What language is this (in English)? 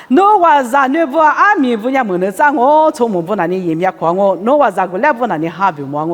Lisu